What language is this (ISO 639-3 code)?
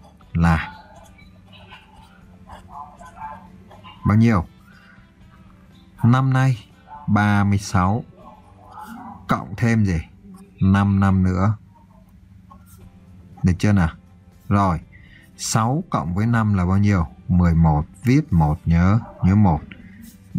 vie